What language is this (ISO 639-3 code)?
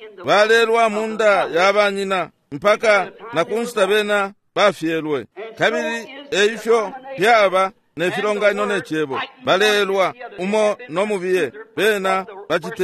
bem